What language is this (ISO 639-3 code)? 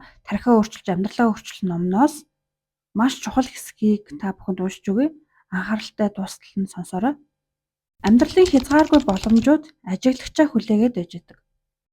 mon